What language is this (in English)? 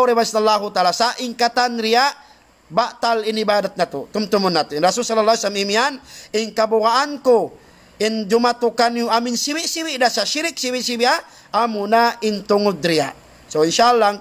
Tausug